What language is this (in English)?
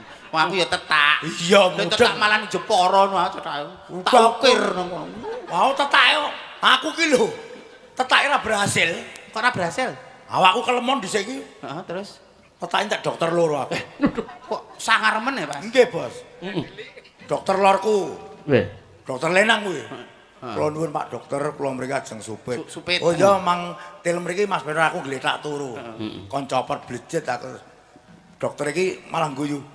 Javanese